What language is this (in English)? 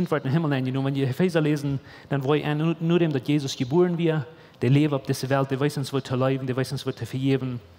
Plautdietsch